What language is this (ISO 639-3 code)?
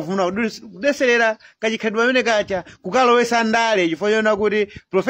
nya